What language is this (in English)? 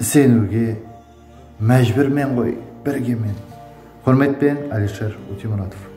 Kara-Kalpak